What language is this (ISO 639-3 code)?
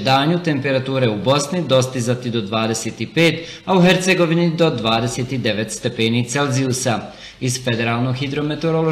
bos